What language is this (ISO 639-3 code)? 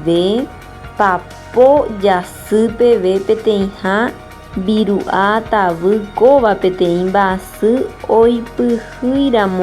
grn